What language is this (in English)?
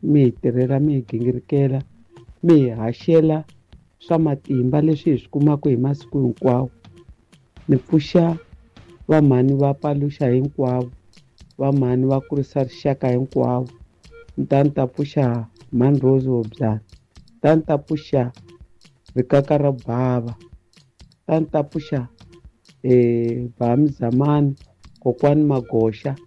Tsonga